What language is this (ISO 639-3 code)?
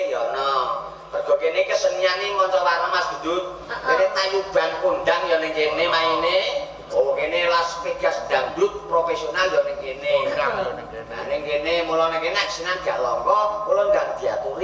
jav